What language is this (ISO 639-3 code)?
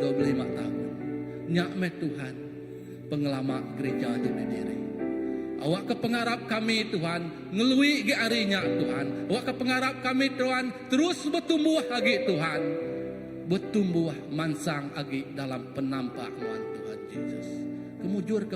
iba